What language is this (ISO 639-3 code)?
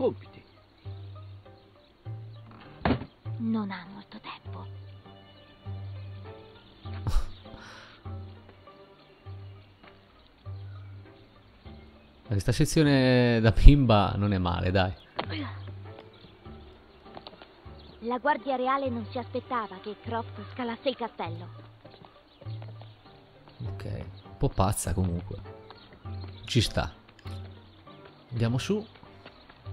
ita